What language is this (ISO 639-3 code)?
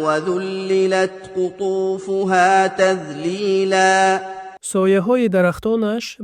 tgk